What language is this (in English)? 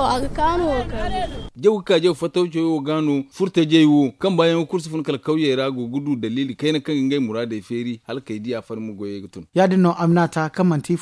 Zarma